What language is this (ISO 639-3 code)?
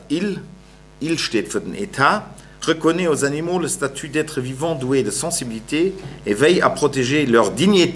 ltz